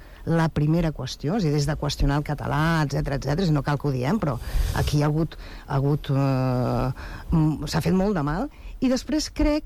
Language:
Catalan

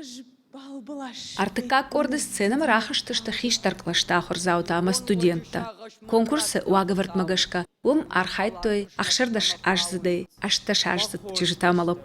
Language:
Ossetic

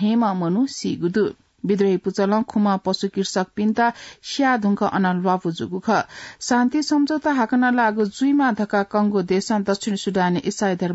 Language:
Newari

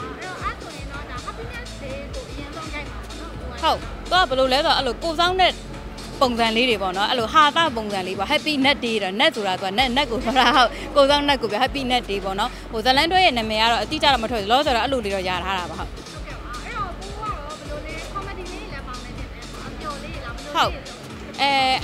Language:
Burmese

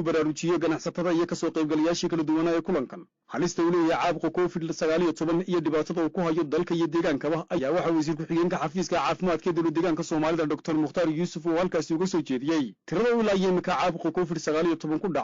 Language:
Somali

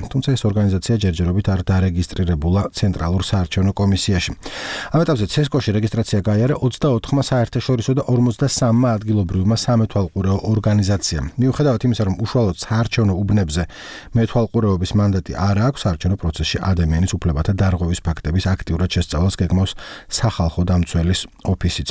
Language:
Georgian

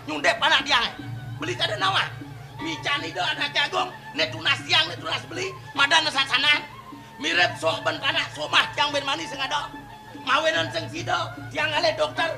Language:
Balinese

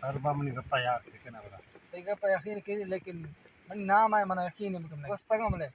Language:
Eastern Balochi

